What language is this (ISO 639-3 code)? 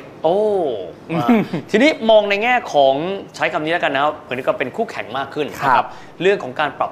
tha